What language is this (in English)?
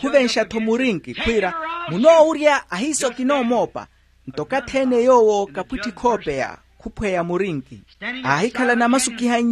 Makhuwa